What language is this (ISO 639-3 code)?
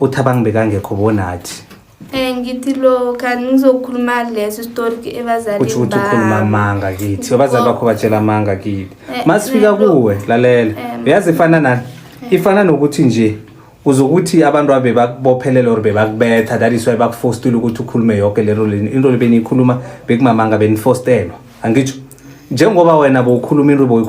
zul